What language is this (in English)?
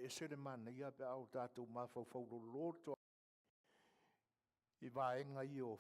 Samoan